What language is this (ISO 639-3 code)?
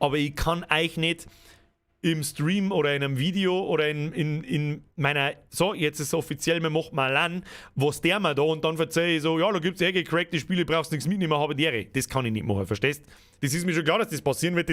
bar